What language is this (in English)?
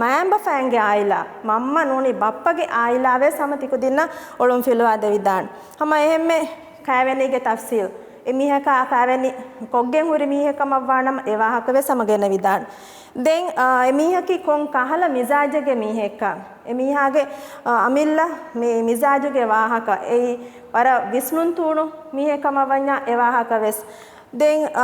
Divehi